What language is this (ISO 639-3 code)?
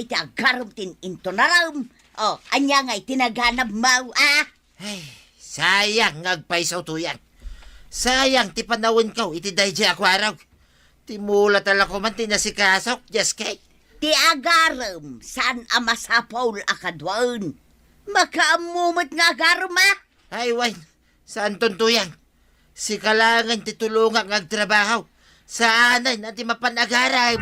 ilo